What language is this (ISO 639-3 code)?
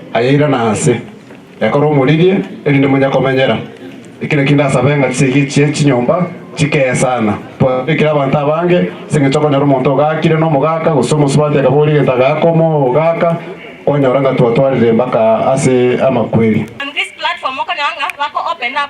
guz